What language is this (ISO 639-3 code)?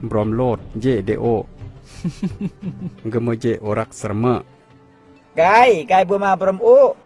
kjg